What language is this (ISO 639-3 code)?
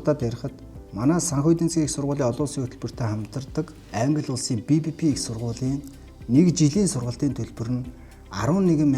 mon